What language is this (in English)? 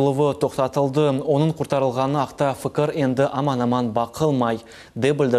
Crimean Tatar